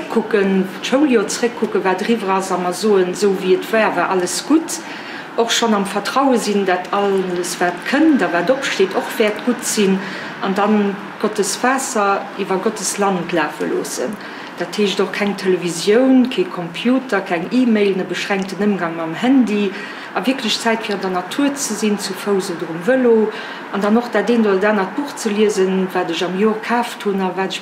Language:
Luxembourgish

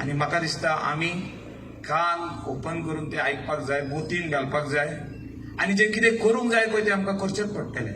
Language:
Konkani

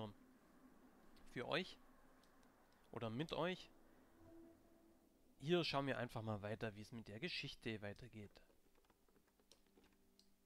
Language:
German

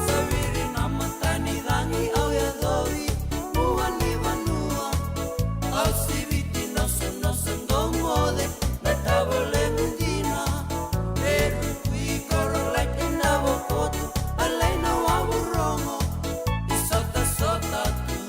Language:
Fijian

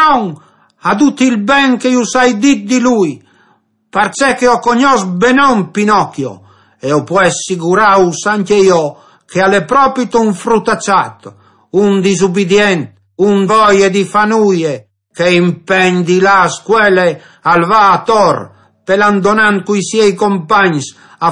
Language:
Friulian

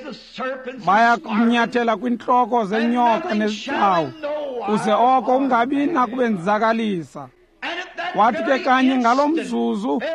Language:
Xhosa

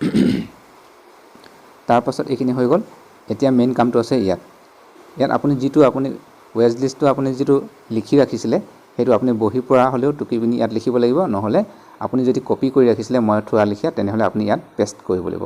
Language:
Assamese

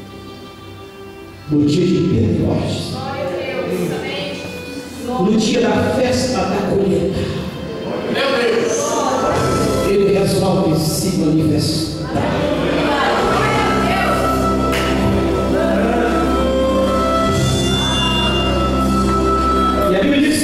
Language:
Portuguese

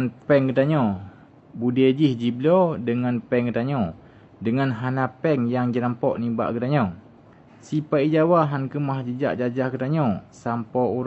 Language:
Achinese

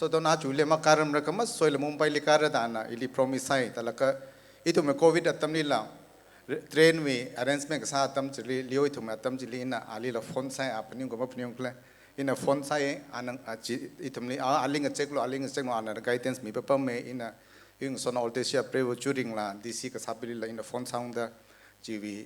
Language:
Tangkhul Naga (India)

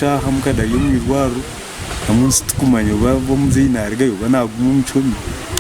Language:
Nyankole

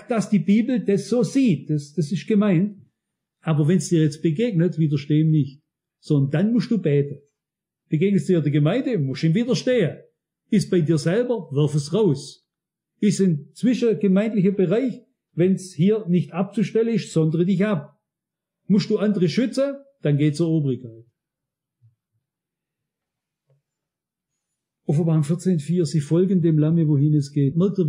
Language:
German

